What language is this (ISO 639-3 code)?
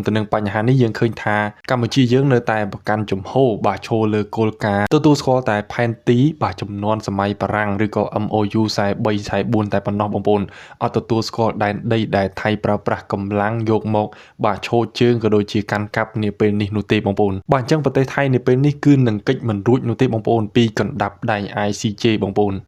khm